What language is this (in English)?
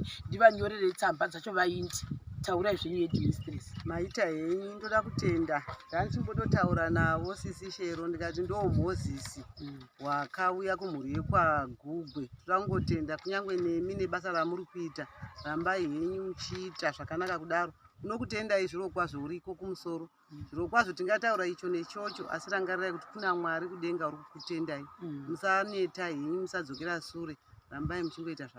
Shona